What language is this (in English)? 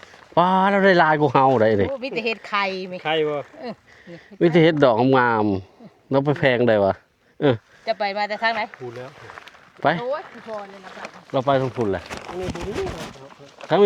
Lao